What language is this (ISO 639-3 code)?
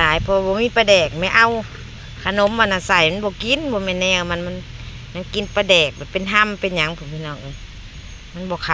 tts